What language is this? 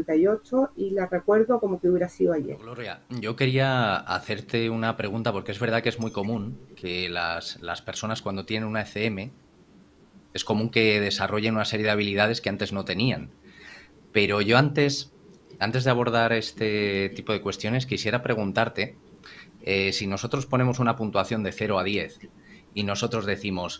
Spanish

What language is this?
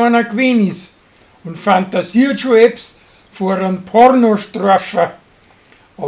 Bavarian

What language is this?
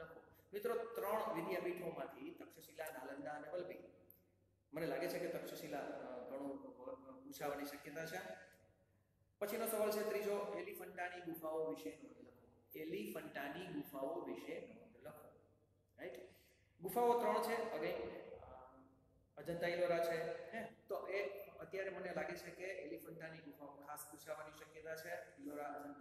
Gujarati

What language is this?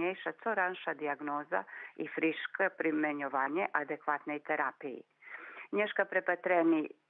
Rusyn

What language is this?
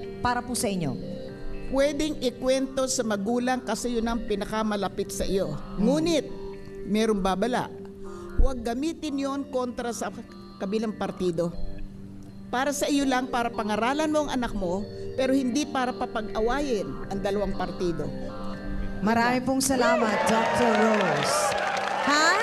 Filipino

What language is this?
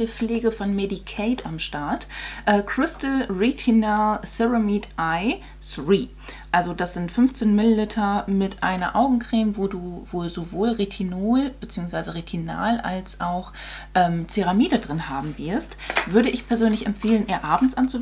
German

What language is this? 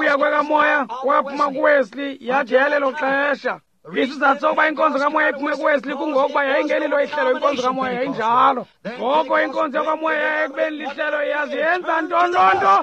Xhosa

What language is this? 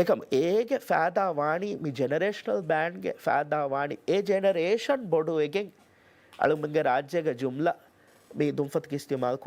Divehi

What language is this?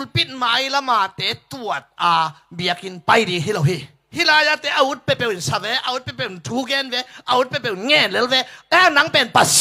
Tedim Chin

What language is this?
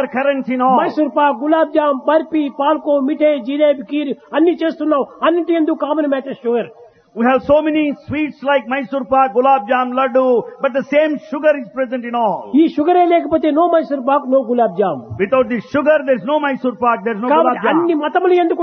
Telugu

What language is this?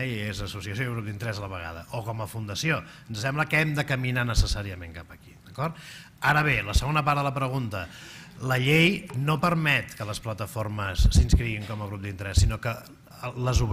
Catalan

